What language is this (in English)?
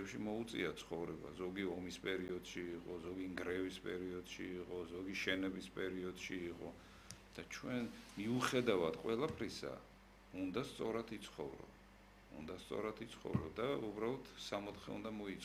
Georgian